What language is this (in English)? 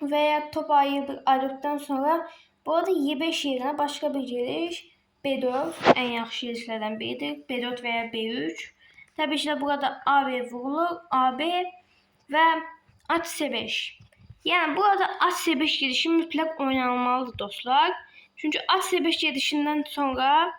Azerbaijani